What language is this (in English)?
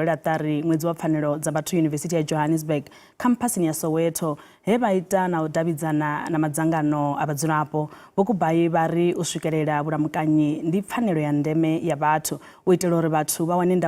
Venda